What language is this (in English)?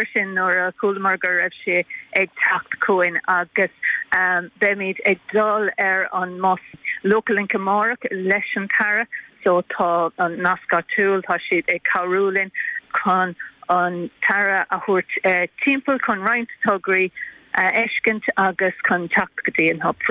Irish